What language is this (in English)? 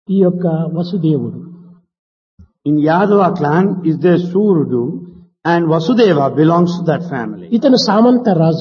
Telugu